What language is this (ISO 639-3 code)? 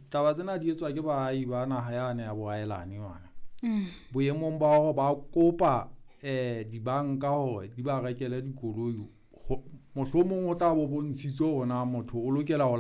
sot